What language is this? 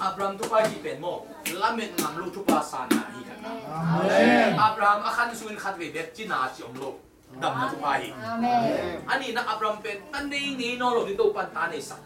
Tedim Chin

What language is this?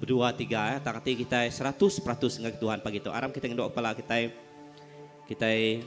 Iban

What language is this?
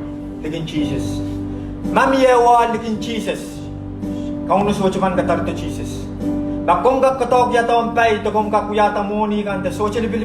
Pohnpeian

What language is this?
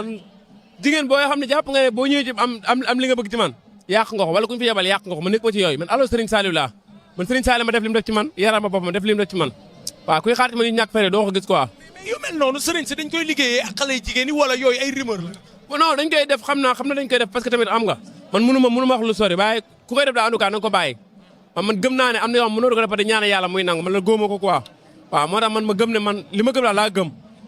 Wolof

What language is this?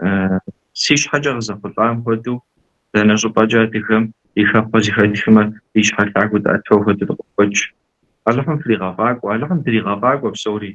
Kabardian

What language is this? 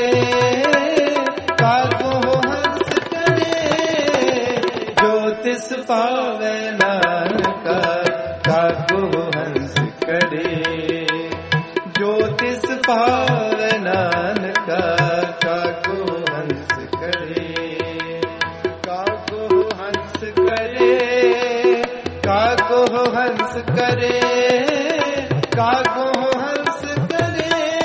Punjabi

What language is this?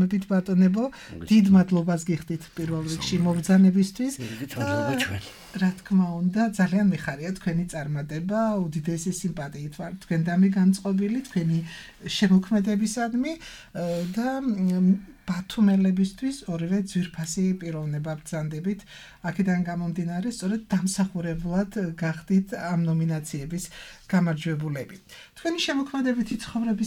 Georgian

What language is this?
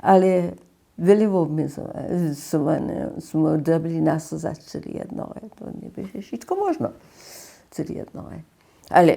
Upper Sorbian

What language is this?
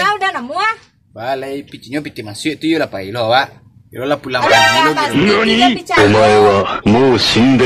Minangkabau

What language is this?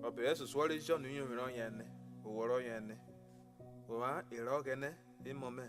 Urhobo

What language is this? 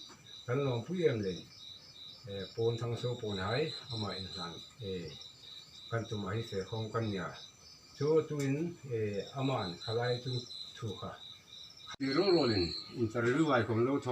Hmar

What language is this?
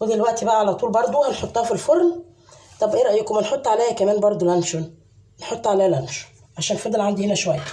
Egyptian Arabic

